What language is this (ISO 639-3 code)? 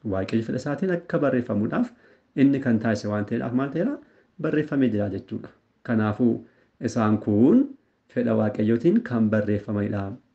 orm